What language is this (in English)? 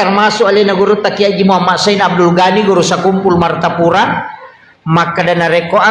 Buginese